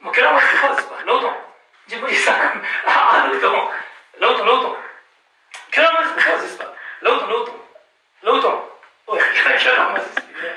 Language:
Ladakhi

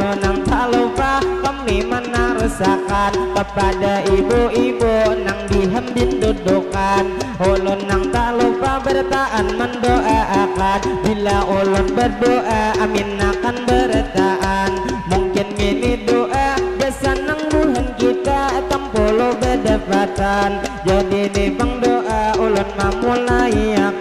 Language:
Banjar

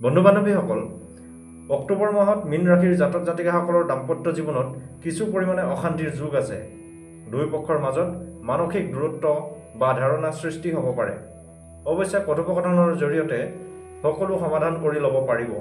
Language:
Assamese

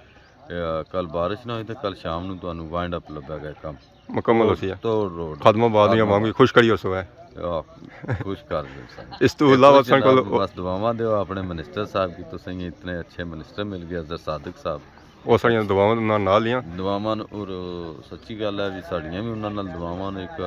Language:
Pahari-Potwari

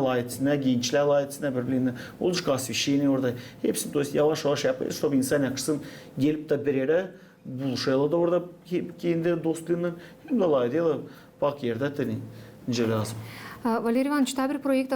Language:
Gagauz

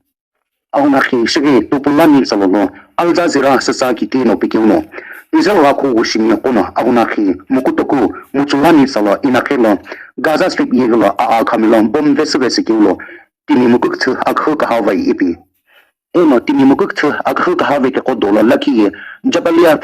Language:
Sumi Naga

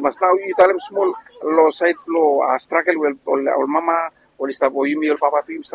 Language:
Bislama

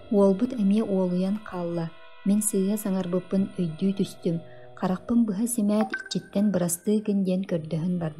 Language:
Yakut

